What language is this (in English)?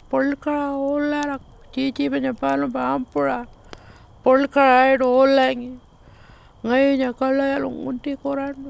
Pitjantjatjara